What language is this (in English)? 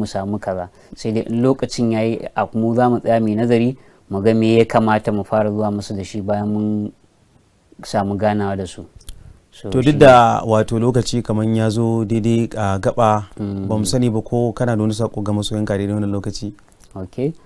Hausa